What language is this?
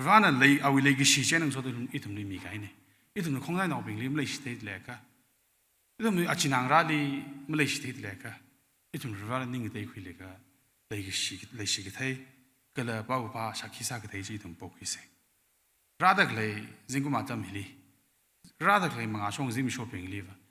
Tangkhul Naga (India)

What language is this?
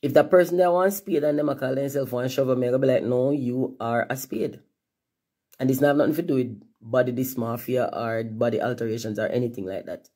Jamaican Creole English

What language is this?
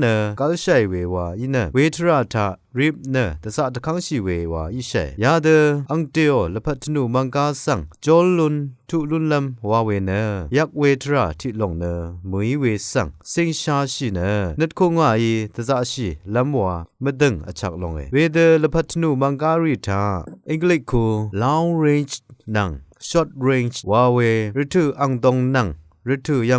Rawang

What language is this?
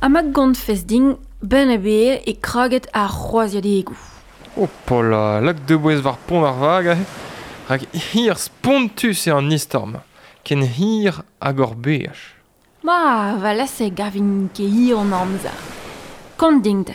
Breton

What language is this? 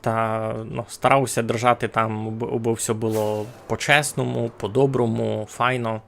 Rusyn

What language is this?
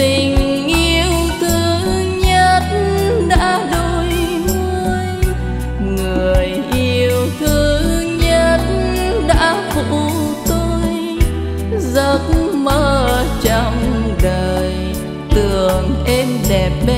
Vietnamese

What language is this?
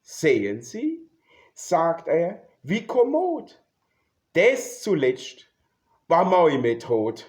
Palatine German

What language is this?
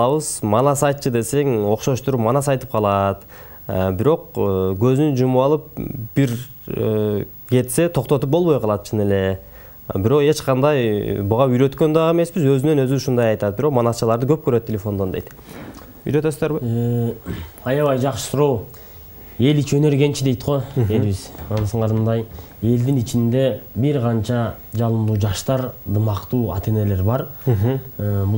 Kyrgyz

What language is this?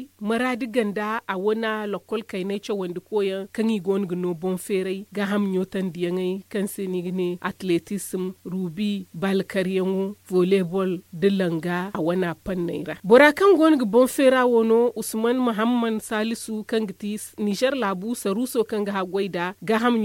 Zarma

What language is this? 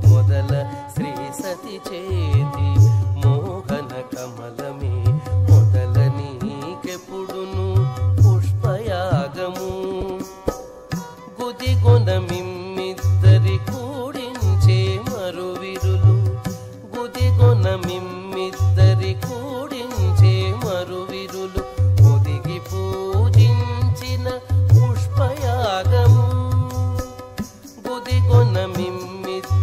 Telugu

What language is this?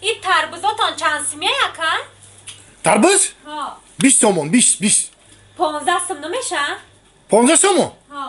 Tajik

